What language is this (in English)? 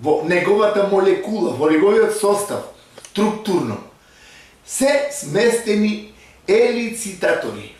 Macedonian